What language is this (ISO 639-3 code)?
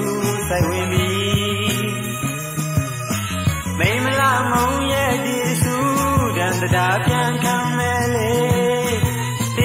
mya